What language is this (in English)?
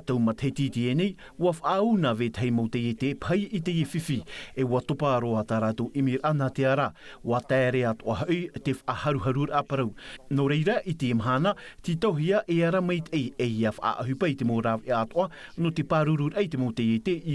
Tahitian